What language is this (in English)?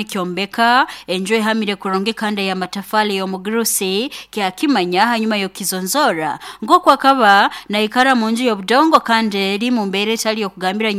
Nyoro